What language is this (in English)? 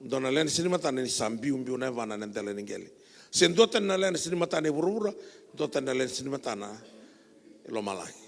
Fijian